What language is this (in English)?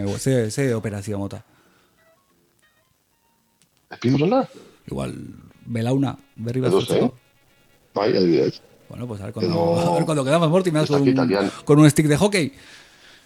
Basque